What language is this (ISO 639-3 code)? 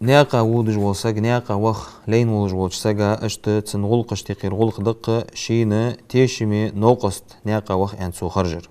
inh